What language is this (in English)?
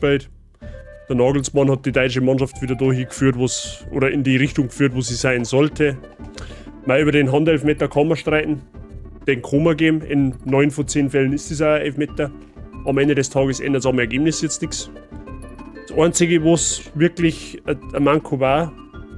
Bavarian